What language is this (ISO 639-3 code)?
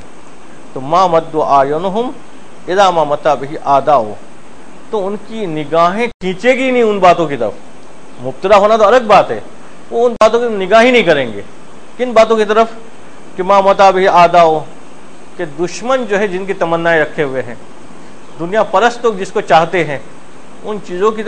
urd